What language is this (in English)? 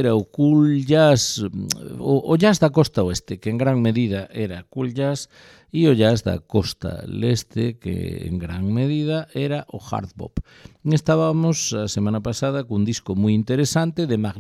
Galician